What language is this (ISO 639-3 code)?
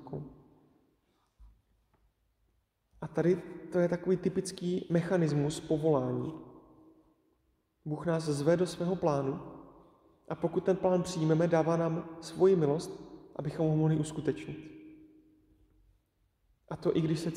ces